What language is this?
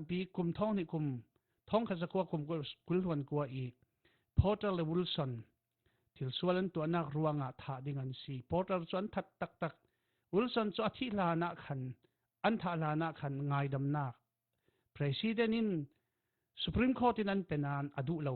Falam Chin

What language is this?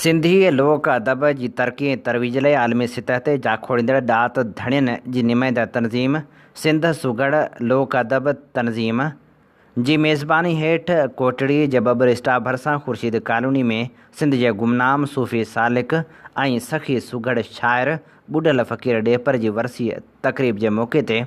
Sindhi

